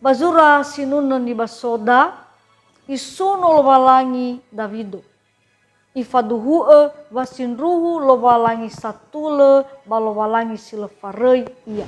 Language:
Nias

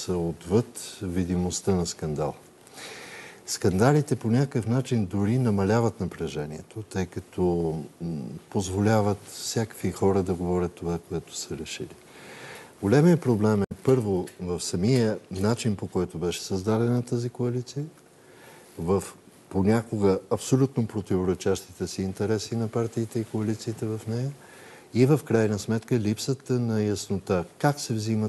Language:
Bulgarian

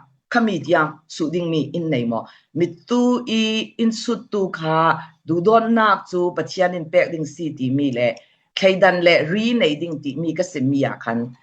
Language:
Falam Chin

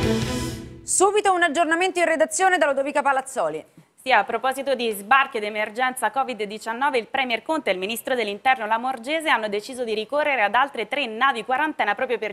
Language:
Italian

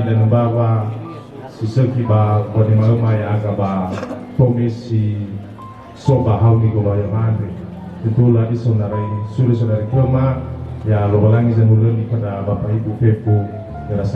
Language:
Nias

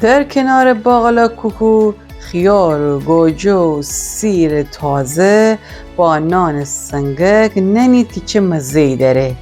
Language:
Gilaki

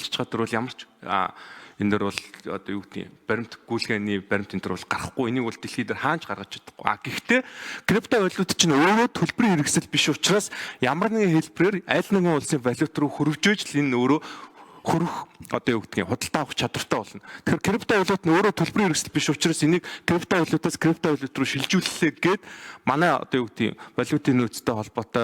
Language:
Mongolian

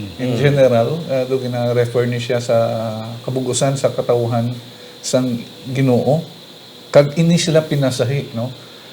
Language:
Hiligaynon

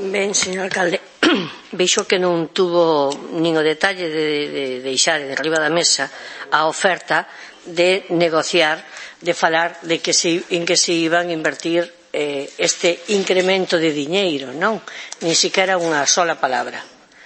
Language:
Galician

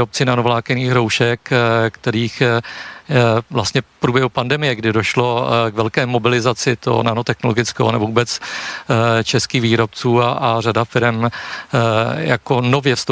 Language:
Czech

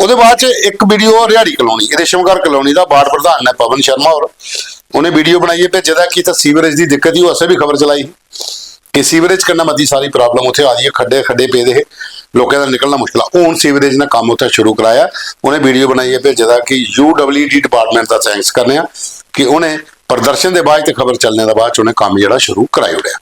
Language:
Dogri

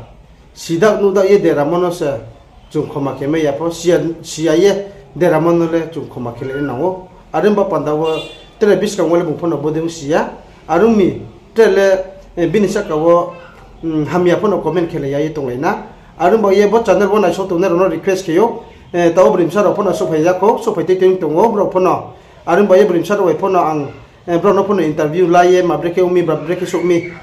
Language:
Riang (India)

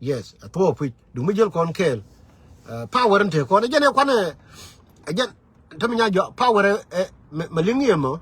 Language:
Nuer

